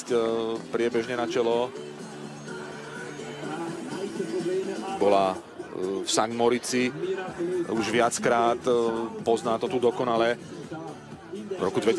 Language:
Slovak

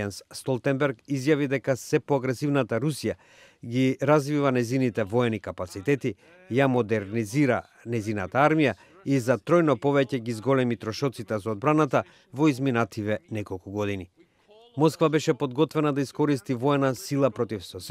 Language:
Macedonian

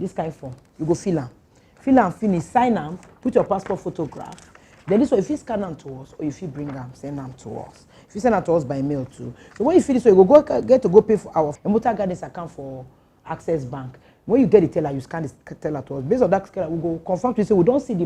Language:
Nigerian Pidgin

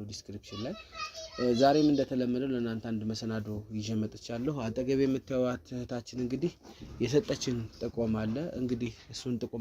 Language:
Amharic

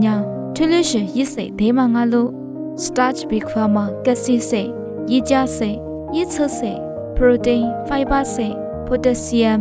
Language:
Lisu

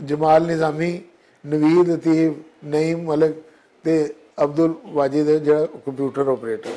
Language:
Western Panjabi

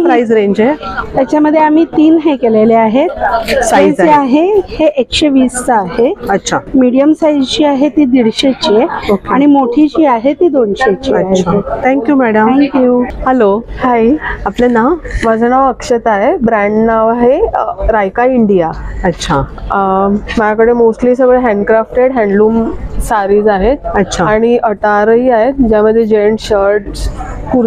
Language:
Marathi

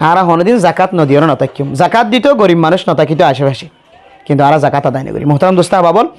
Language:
Rohingya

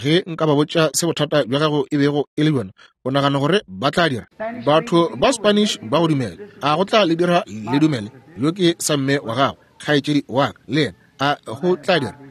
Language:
Northern Sotho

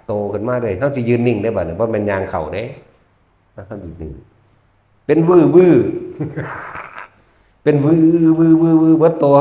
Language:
Northeastern Thai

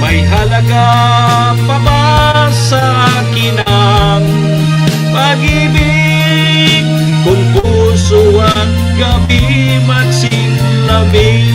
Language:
Bikol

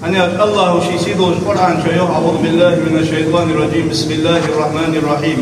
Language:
Ingush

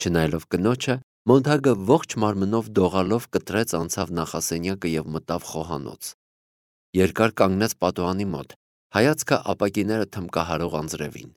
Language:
Armenian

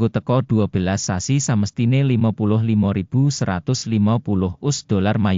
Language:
Javanese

